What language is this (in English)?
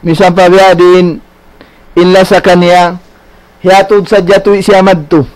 Tausug